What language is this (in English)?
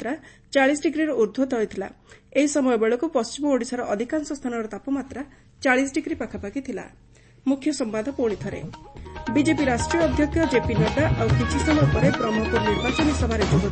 Odia